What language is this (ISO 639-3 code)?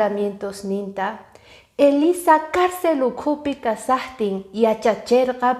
que